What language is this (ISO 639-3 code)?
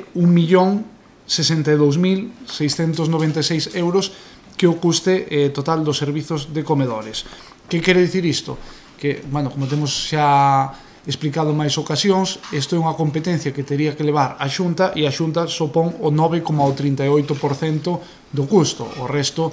glg